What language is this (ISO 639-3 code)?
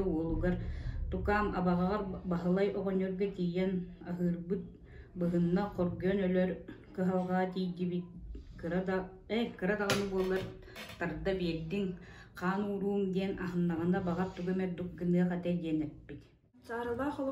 sah